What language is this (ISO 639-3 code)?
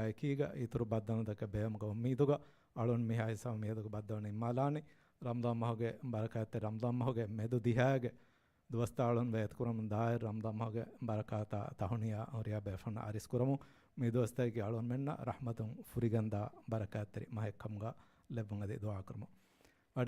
div